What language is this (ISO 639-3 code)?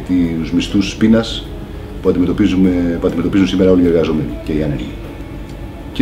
ell